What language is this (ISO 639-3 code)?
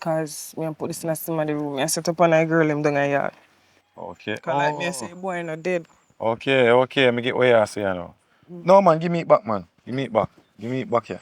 jam